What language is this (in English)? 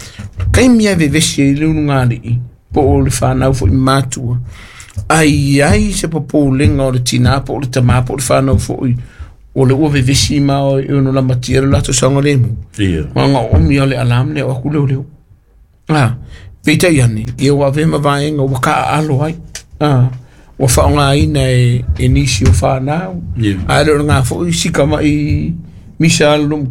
Samoan